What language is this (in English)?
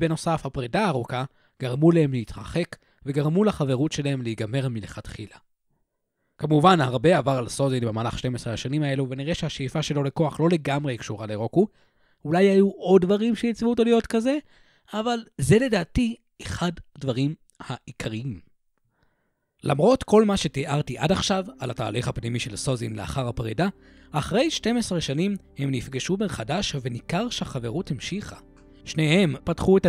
Hebrew